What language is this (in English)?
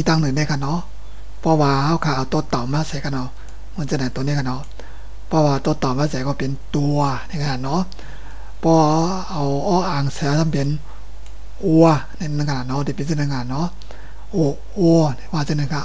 Shan